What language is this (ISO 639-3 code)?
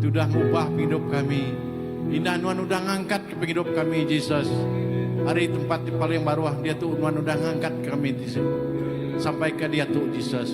iba